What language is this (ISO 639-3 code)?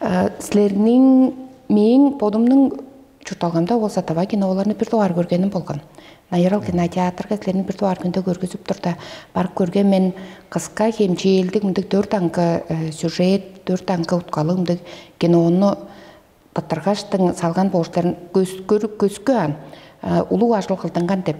tyv